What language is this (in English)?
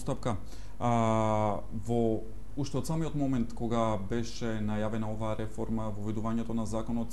Macedonian